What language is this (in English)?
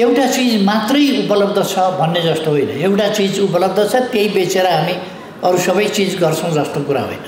Nepali